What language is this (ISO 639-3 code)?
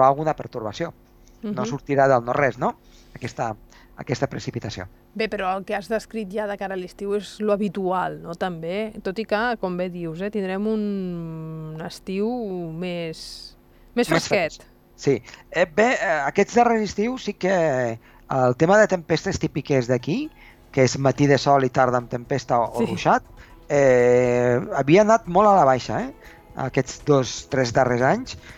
cat